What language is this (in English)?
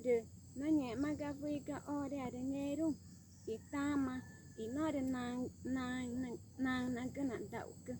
Ticuna